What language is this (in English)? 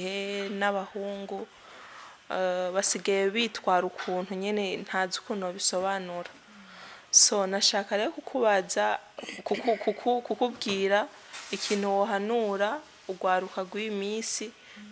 Rundi